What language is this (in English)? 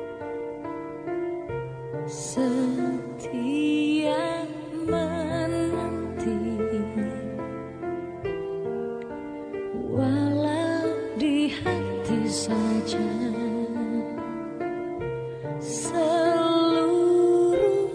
Indonesian